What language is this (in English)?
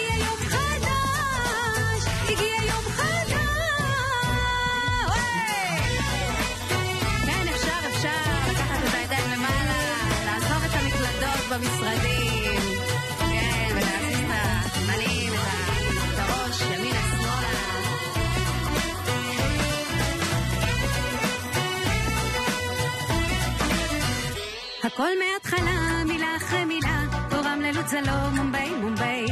Hebrew